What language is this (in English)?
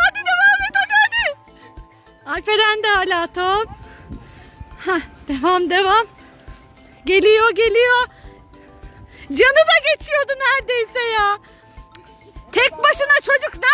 Turkish